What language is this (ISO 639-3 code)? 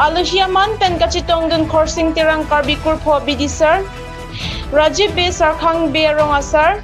mjw